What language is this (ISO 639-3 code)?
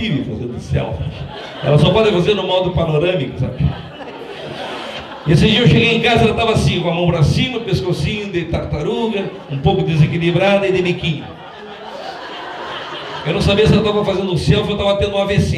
por